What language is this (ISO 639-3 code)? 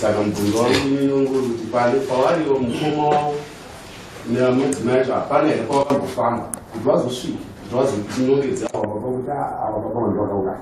sna